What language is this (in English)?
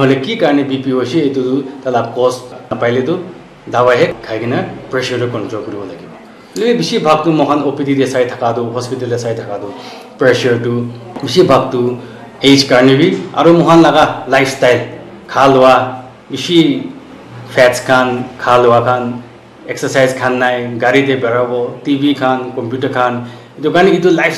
Naga Pidgin